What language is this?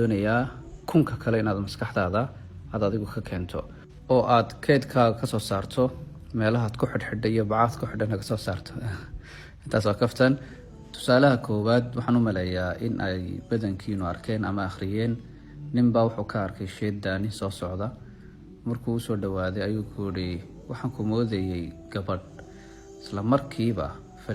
Somali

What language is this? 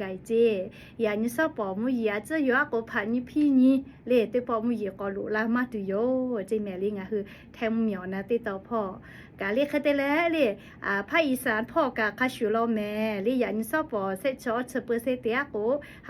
Lahu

